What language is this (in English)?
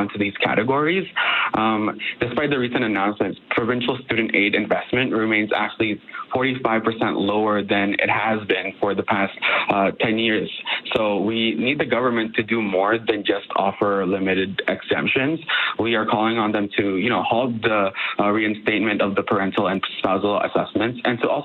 English